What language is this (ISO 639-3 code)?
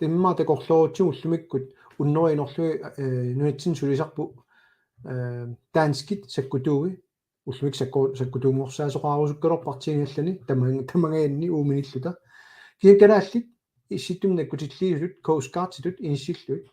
kal